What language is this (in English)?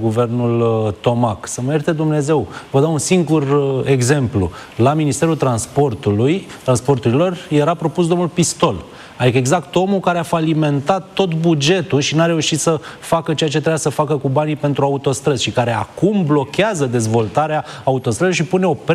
Romanian